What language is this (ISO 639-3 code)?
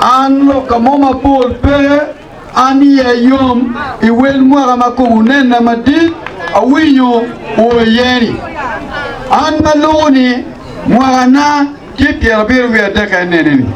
ach